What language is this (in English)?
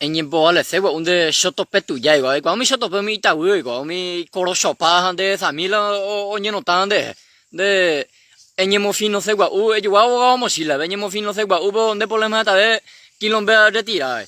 Guarani